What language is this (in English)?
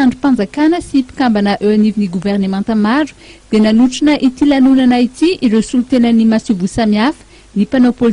Malagasy